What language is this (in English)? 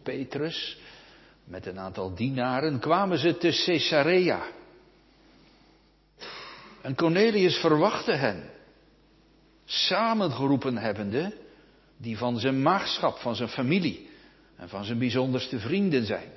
Dutch